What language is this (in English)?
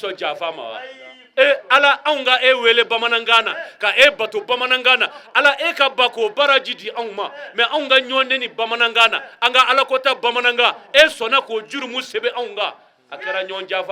Bambara